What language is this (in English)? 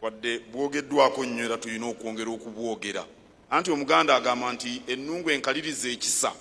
Ganda